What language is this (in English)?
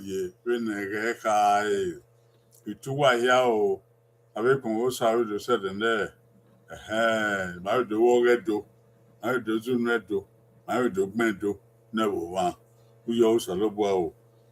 Bini